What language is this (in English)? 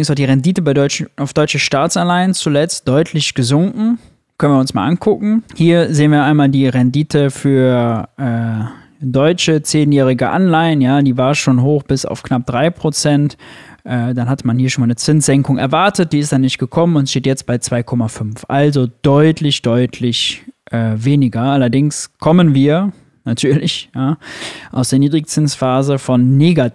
German